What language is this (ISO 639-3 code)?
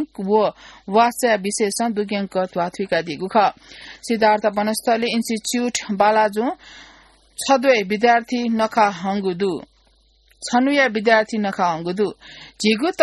new